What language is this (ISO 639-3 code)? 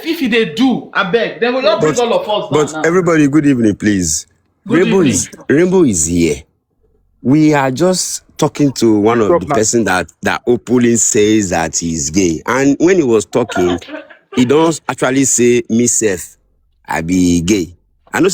pcm